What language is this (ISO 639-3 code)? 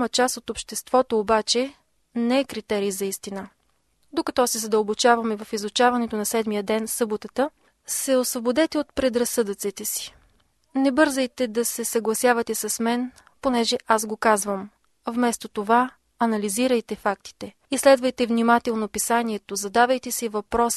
bul